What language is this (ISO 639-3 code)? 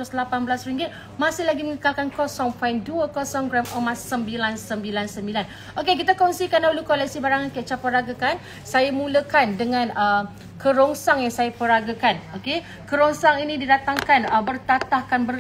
msa